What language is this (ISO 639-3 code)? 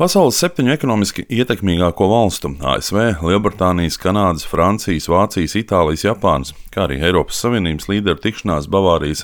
lav